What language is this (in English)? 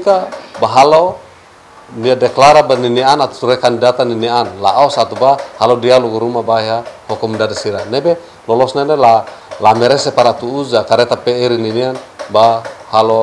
Tetum